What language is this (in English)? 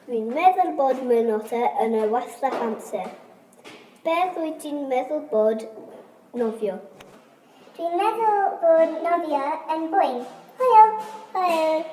Welsh